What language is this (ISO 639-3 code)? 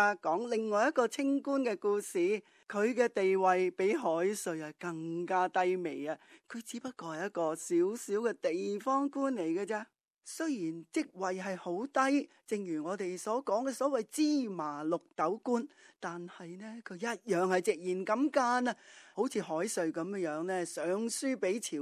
yue